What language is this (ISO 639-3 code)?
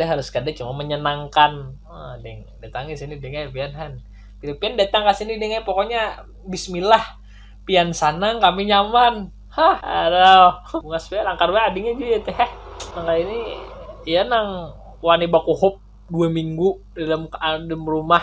bjn